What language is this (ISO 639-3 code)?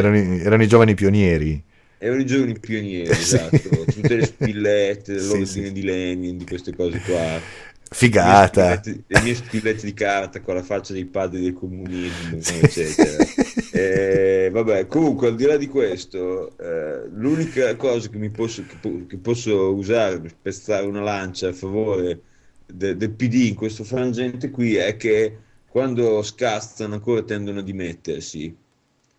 ita